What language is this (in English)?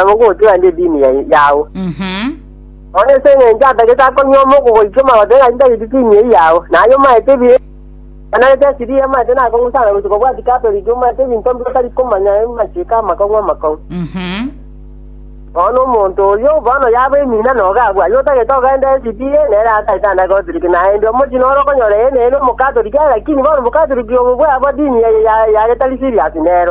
Gusii